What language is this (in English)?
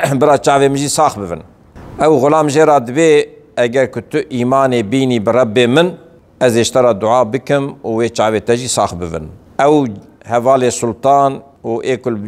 Kurdish